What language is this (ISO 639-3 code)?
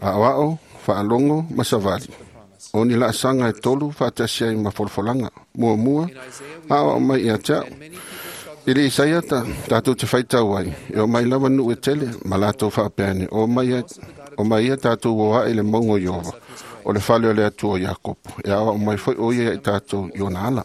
smo